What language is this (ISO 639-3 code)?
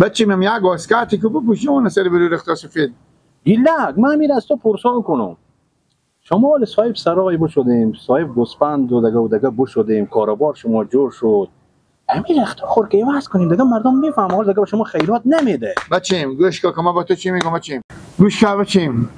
fas